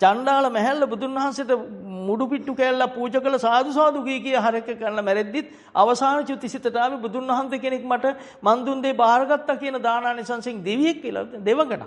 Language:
Sinhala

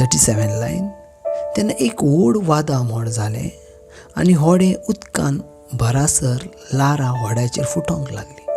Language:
Konkani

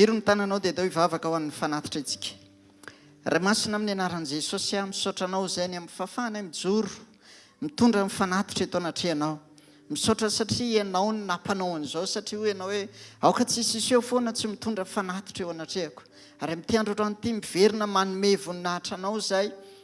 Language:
Malagasy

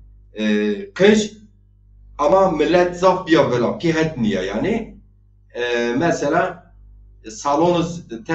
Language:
Zaza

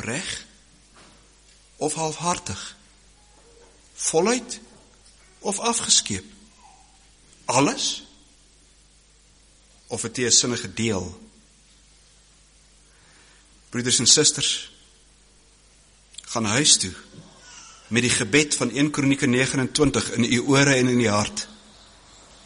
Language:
Afrikaans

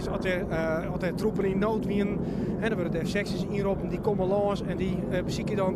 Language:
Western Frisian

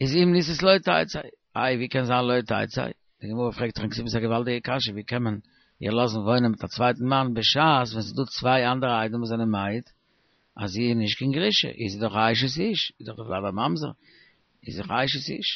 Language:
Yiddish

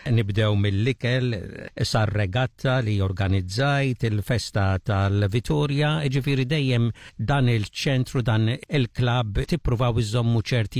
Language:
Maltese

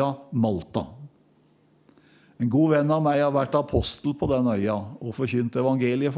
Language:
Norwegian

